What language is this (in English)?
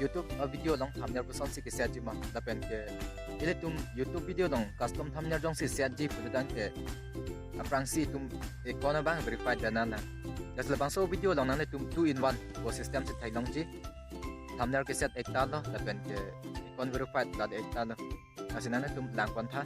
Karbi